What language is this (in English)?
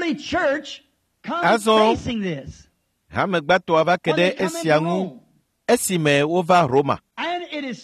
Ewe